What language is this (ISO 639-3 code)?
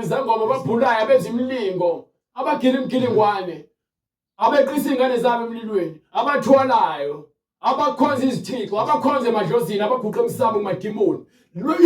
zul